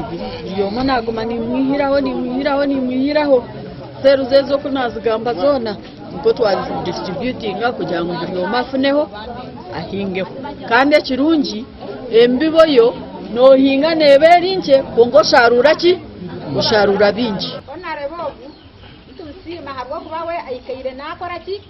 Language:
Nyankole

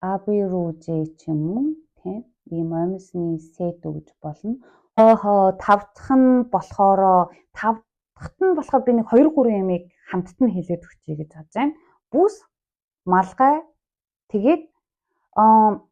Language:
Mongolian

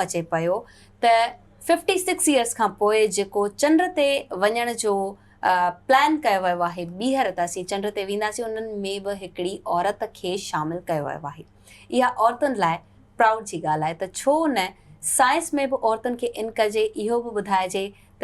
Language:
Sindhi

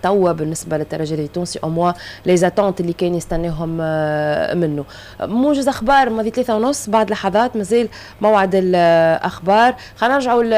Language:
Tunisian Arabic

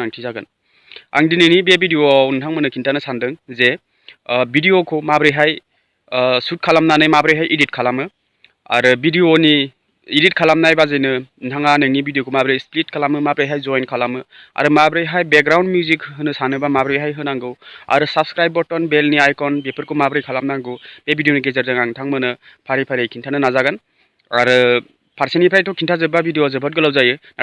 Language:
Bodo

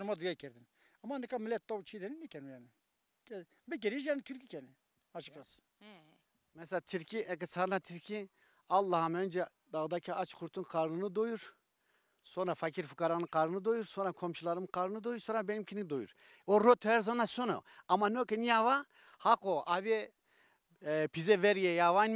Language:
Zaza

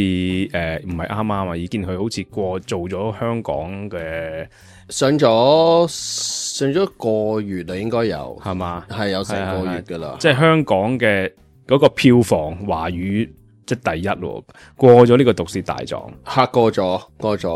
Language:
Cantonese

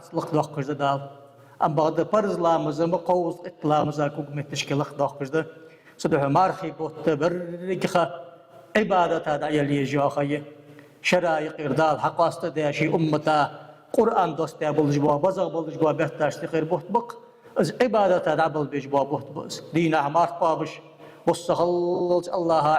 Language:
Ingush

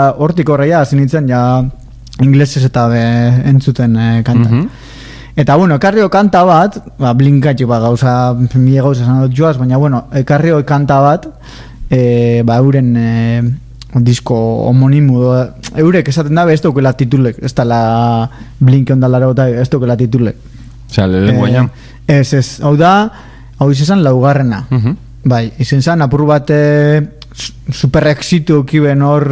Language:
Basque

